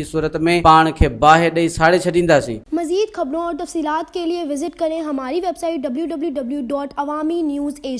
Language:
Sindhi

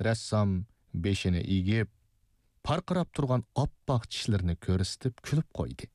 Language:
Uyghur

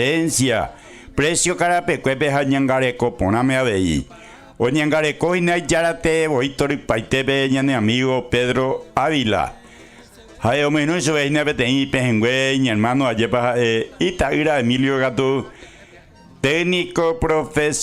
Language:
Guarani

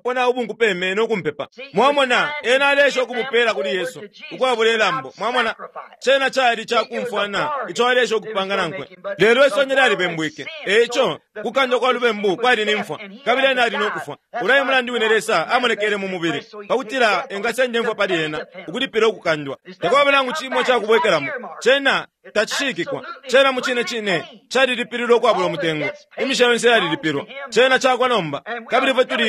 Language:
Bemba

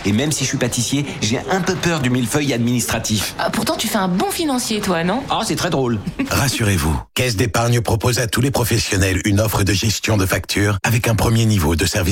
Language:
French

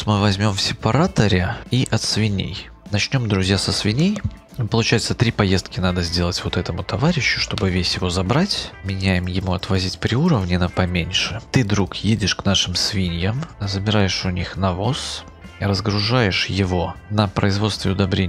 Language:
Russian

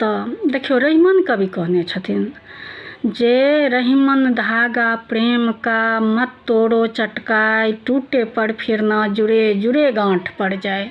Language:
Maithili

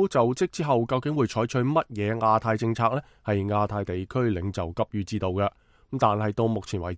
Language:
Cantonese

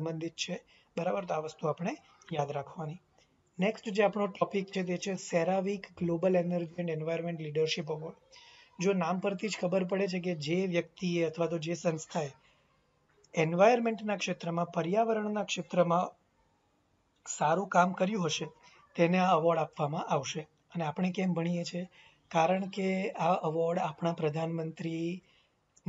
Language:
Gujarati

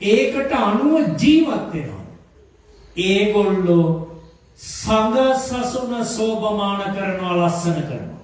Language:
Sinhala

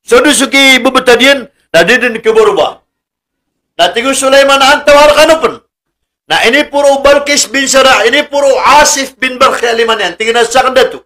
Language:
Maranao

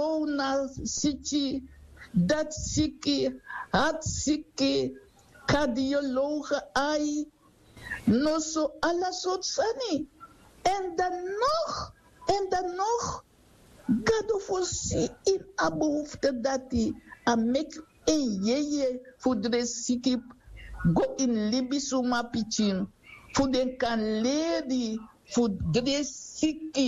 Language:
Sranan Tongo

